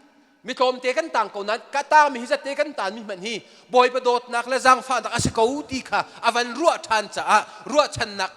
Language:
Hakha Chin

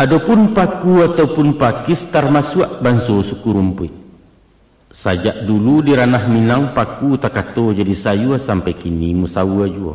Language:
Minangkabau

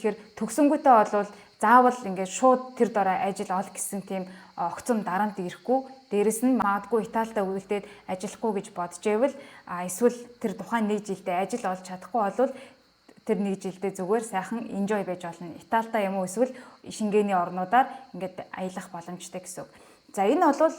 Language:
Mongolian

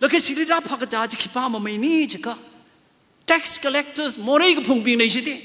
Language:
Tangkhul Naga (India)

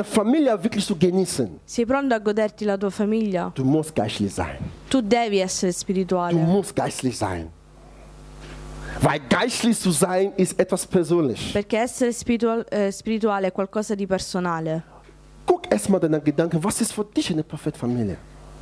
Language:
German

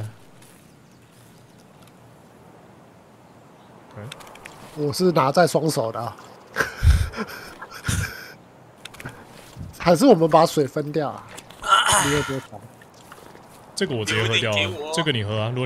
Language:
Chinese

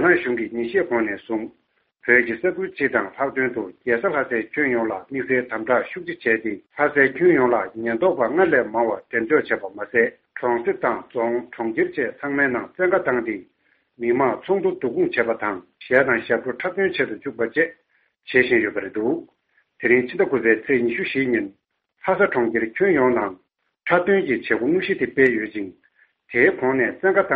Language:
Tibetan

